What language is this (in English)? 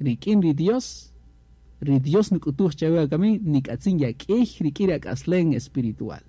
Kaqchikel